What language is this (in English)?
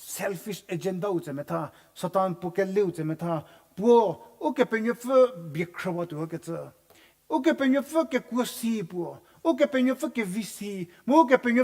Angami Naga